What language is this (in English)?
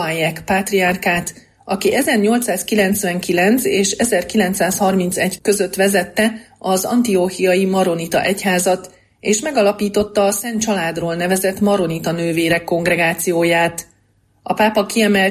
Hungarian